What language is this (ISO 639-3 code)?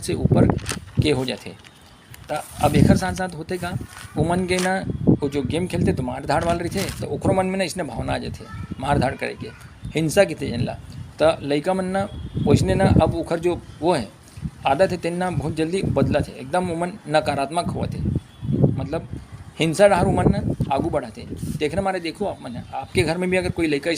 hne